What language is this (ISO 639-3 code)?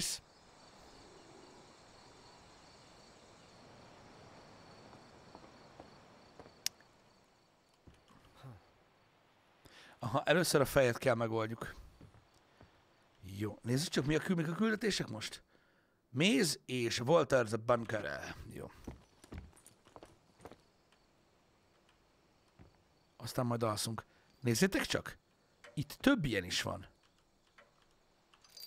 hun